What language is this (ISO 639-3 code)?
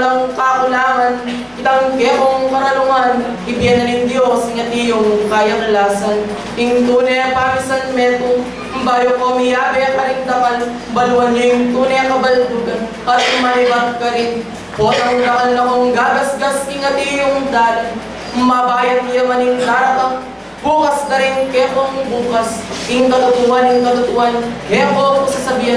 pam